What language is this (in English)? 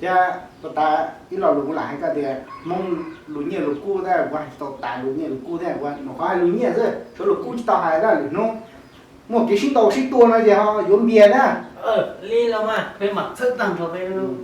Hmong